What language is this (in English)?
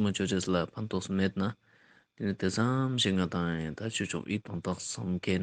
Ladakhi